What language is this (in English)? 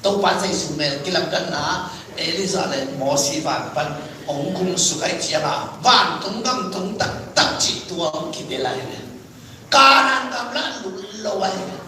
Tedim Chin